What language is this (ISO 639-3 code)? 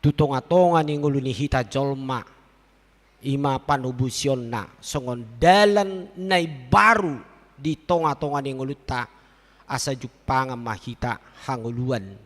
bbc